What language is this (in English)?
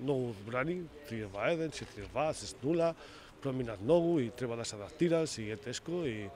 Macedonian